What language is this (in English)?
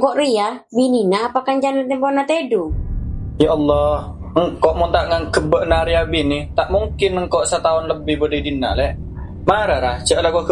Madurese